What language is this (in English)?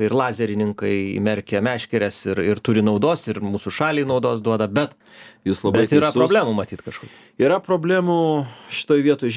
Lithuanian